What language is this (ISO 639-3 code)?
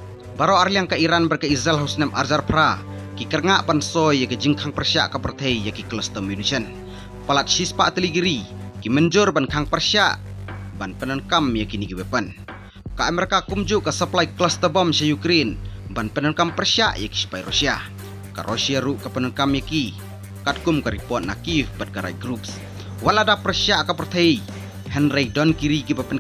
kha